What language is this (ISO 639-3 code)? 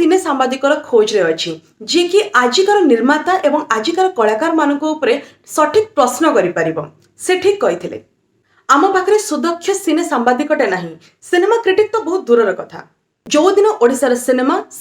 ori